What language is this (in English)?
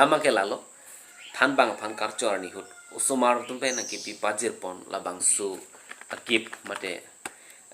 Karbi